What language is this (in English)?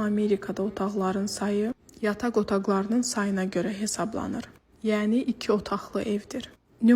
Azerbaijani